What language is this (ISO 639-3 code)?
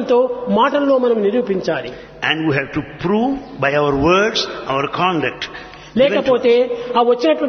tel